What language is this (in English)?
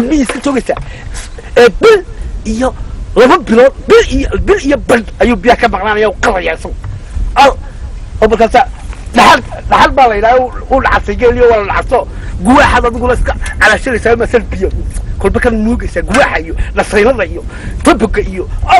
Somali